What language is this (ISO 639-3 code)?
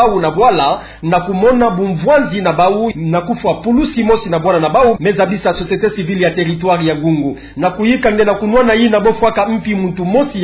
ktu